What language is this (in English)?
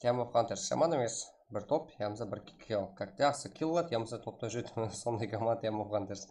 Kara-Kalpak